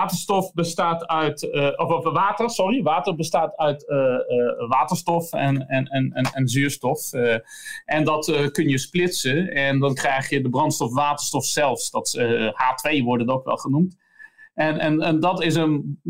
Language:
Dutch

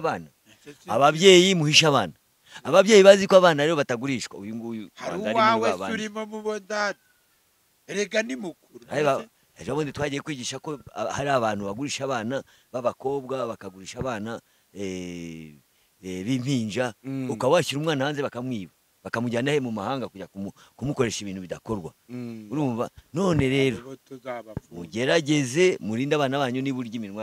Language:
Kinyarwanda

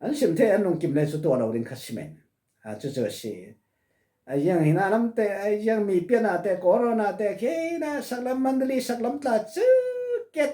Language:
Falam Chin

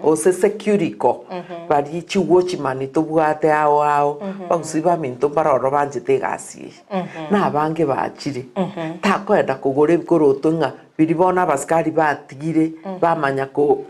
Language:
Gusii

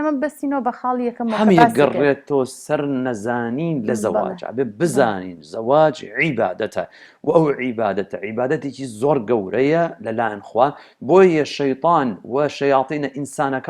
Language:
Central Kurdish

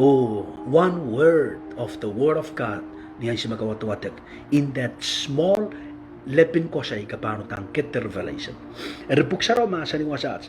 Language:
Pohnpeian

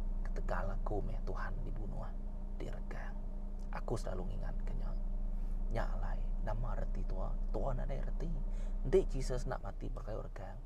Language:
Iban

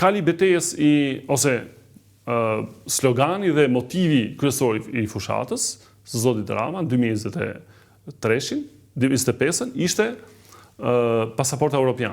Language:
Albanian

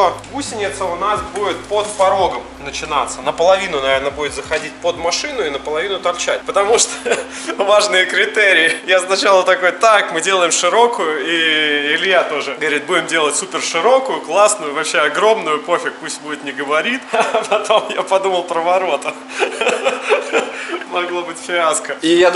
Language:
Russian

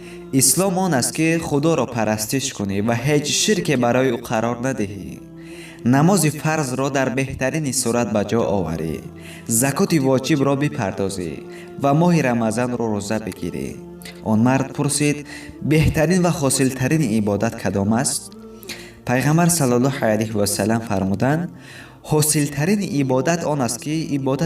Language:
Tajik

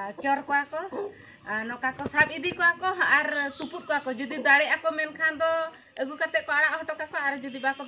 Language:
Santali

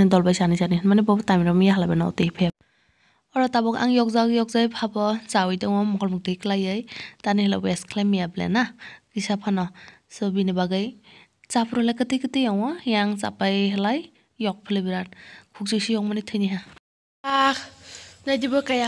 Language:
Kok Borok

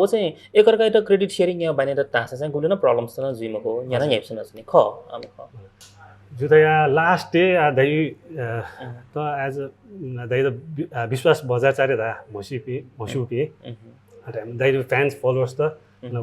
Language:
Newari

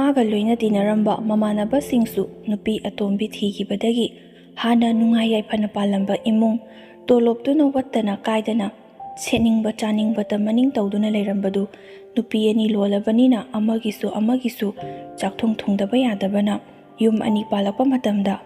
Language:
Manipuri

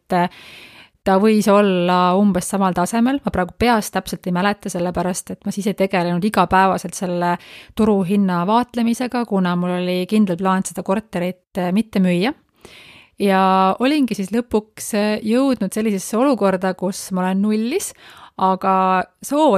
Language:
Estonian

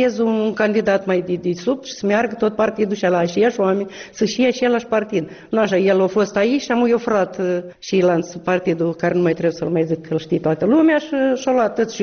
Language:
Romanian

